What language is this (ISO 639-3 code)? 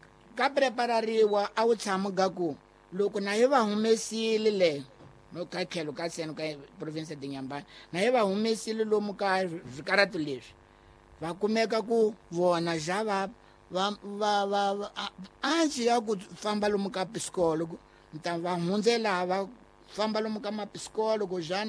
tso